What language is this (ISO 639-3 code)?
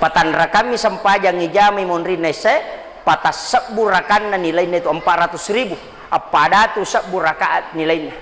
bug